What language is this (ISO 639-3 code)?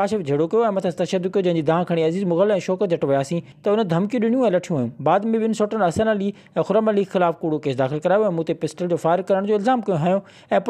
snd